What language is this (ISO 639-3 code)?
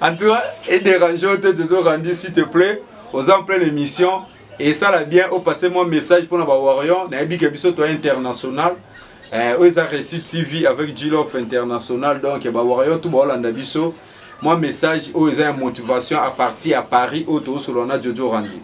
lin